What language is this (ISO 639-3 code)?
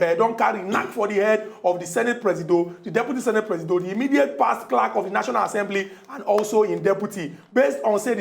pcm